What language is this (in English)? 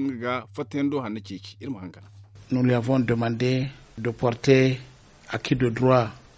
Zarma